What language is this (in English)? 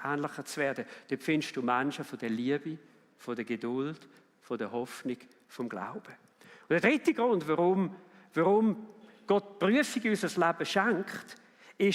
Swiss German